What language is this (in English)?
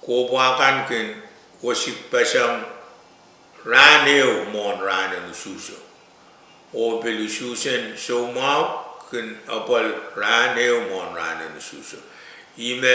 Pohnpeian